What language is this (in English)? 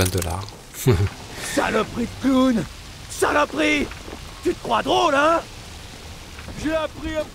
French